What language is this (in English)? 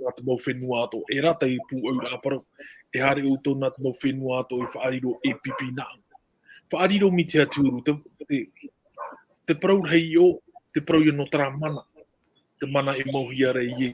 Tahitian